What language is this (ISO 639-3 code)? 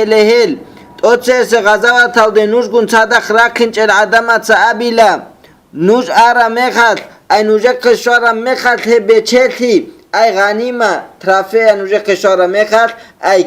ava